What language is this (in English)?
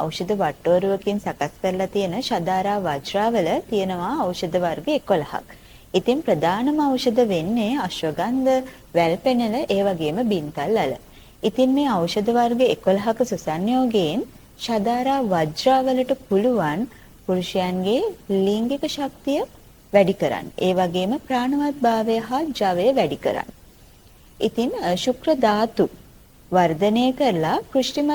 Sinhala